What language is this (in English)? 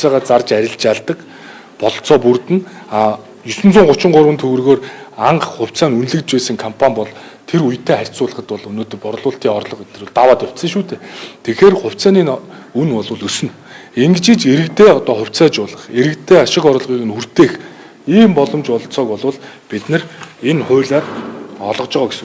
Mongolian